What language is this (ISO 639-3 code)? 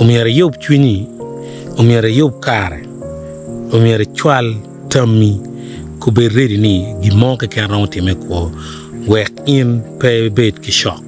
ach